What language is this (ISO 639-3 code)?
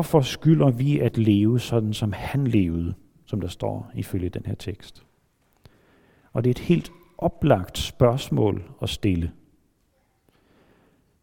dan